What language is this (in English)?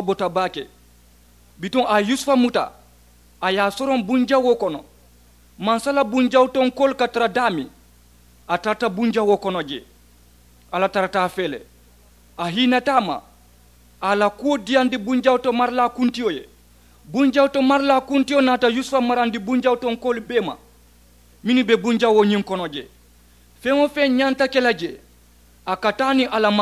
Mandingo